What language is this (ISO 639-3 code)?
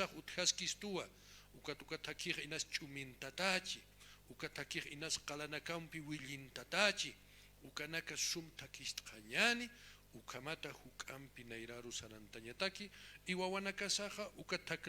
aym